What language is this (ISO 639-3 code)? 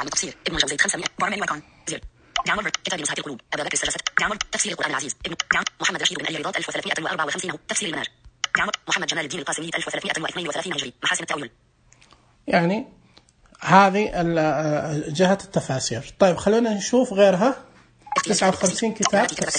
ars